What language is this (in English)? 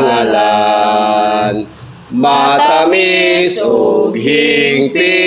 Cebuano